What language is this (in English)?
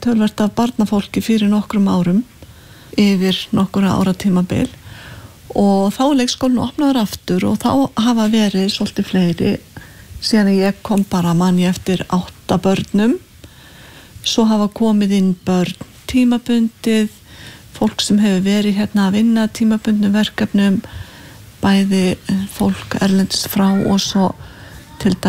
Icelandic